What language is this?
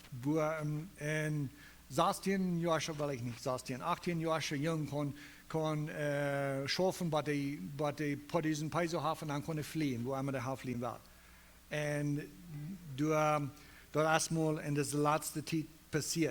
Plautdietsch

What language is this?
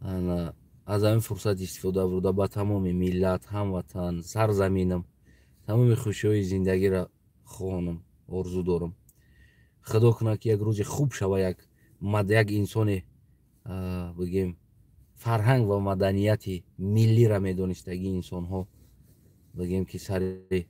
Tajik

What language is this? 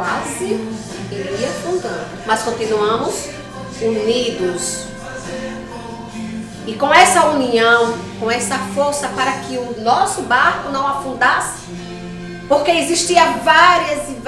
Portuguese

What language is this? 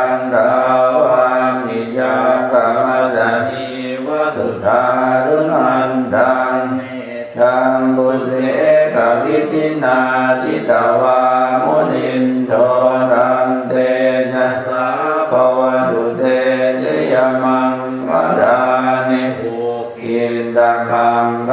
Pali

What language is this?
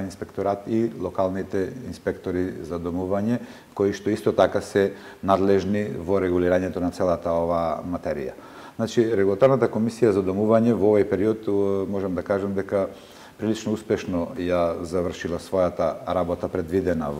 Macedonian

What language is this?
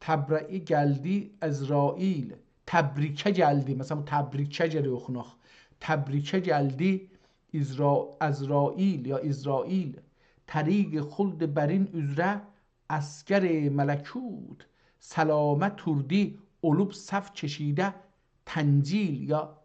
South Azerbaijani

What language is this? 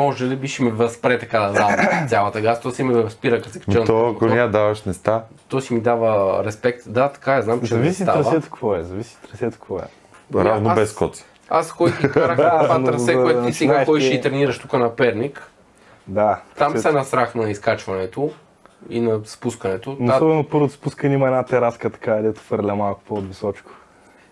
Bulgarian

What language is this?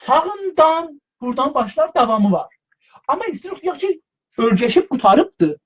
South Azerbaijani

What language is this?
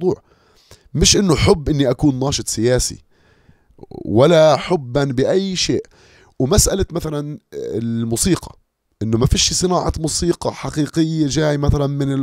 North Levantine Arabic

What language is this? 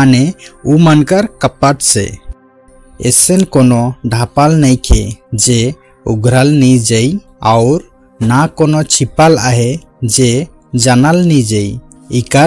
Sadri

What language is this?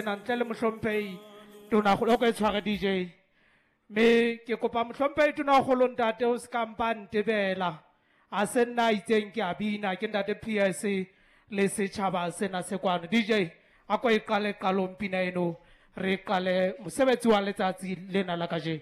Southern Sotho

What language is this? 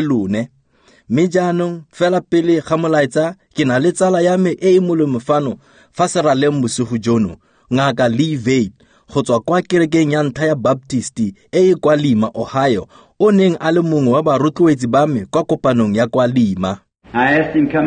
Tswana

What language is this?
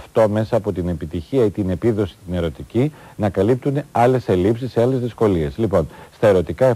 Greek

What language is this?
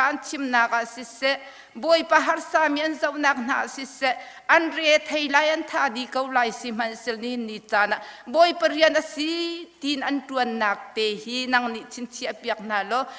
Hakha Chin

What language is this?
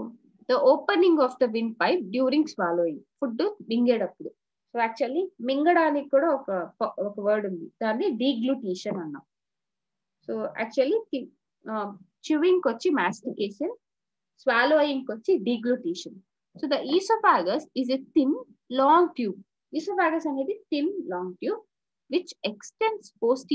Telugu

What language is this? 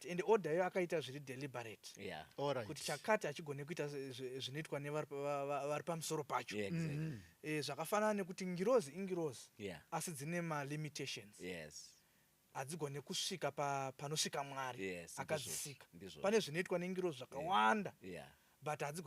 Shona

